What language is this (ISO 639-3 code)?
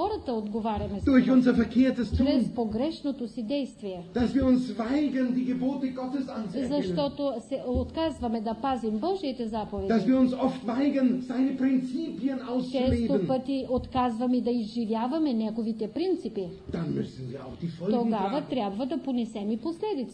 bul